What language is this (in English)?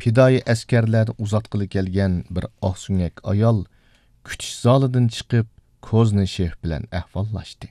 Uyghur